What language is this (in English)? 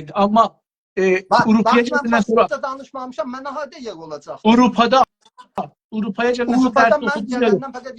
South Azerbaijani